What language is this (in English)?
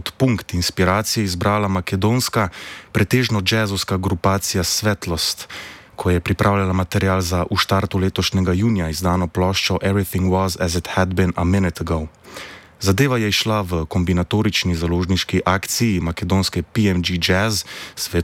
Slovenian